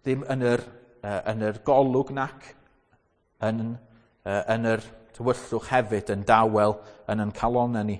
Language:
Welsh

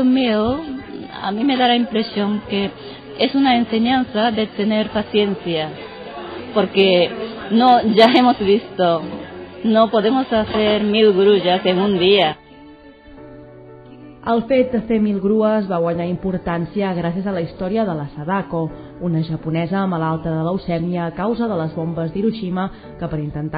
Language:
Catalan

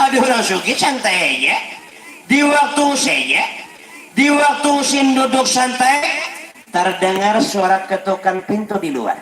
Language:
Banjar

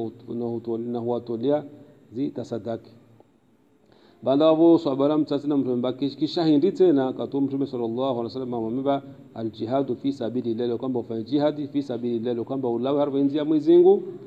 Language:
Swahili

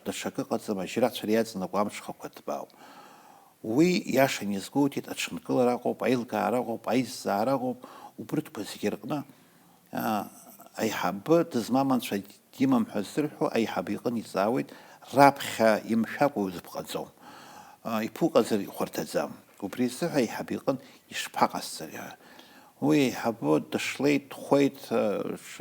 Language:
Abkhazian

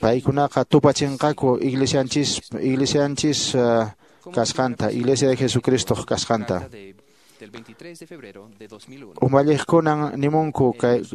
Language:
Quechua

